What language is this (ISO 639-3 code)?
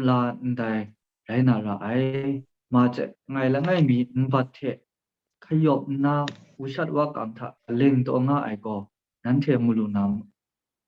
kac